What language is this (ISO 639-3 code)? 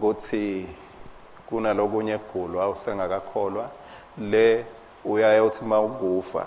ssw